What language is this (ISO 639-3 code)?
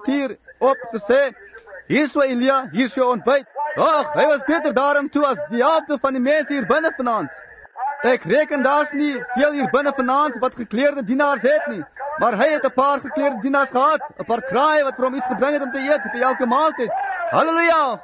afr